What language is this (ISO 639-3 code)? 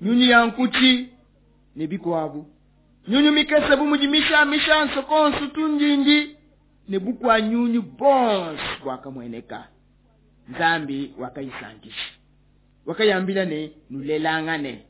lua